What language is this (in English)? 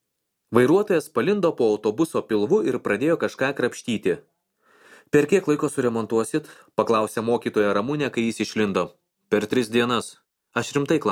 Lithuanian